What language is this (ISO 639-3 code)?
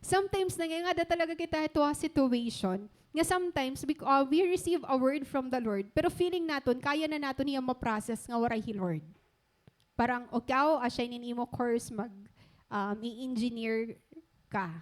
war